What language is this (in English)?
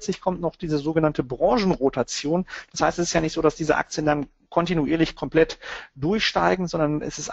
German